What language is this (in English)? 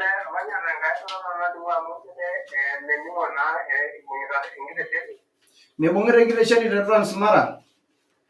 Masai